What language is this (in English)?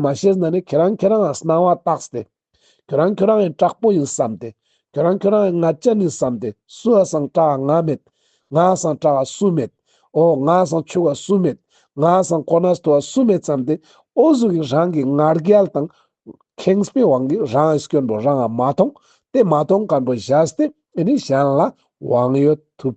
Ladakhi